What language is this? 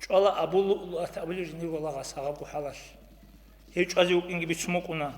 Avaric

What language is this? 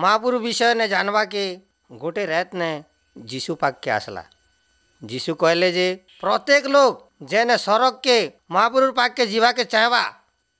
Odia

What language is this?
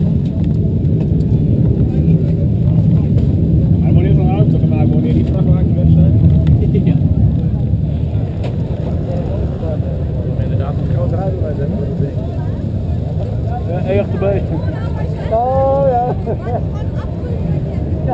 Dutch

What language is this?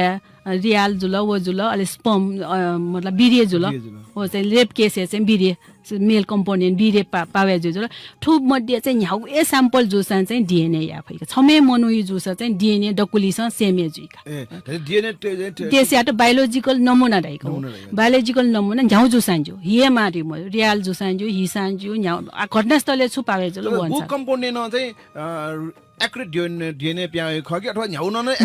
Newari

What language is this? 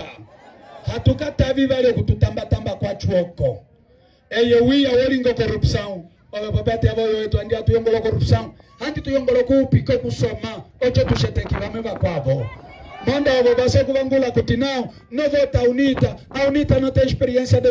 Umbundu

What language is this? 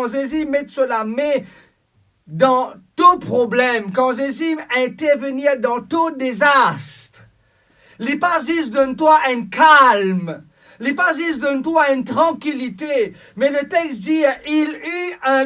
Morisyen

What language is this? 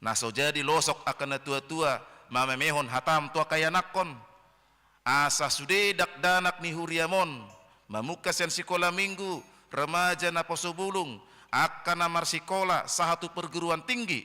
Batak Toba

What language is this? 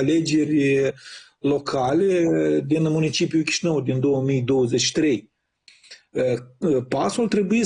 Romanian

